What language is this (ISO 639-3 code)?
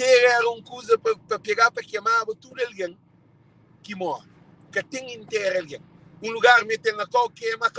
kea